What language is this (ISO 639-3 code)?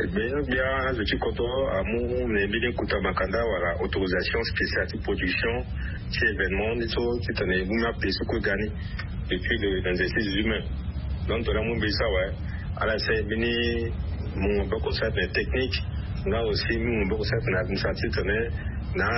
sag